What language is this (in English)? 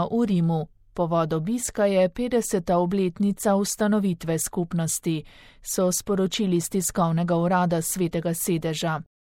Slovenian